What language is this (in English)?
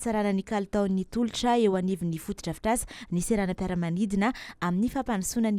Malagasy